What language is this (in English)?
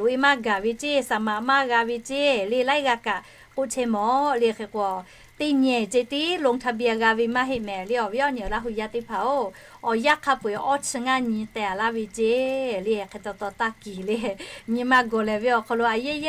Lahu